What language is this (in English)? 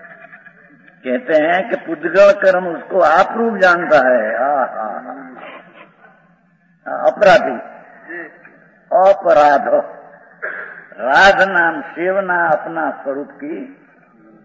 Hindi